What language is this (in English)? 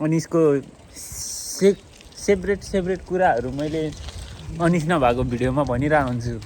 Nepali